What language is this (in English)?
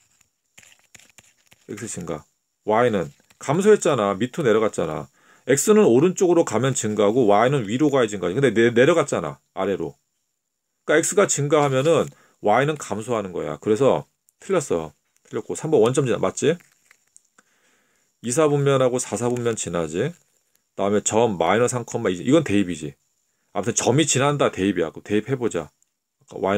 Korean